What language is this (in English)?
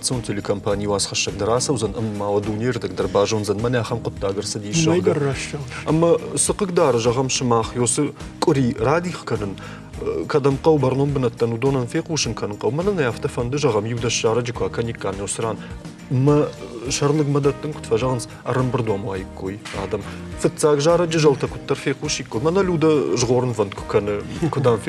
Ossetic